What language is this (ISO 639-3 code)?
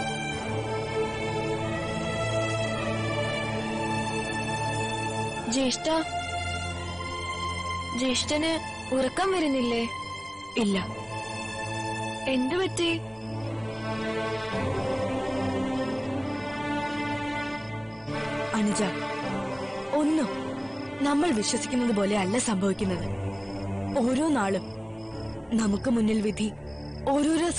mal